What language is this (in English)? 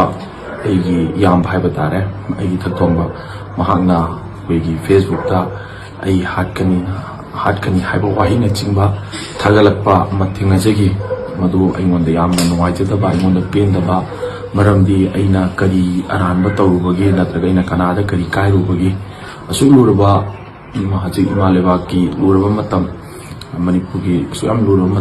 Manipuri